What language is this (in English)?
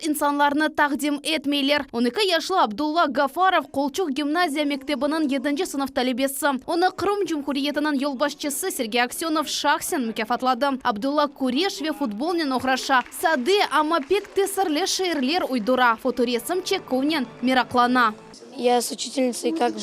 Crimean Tatar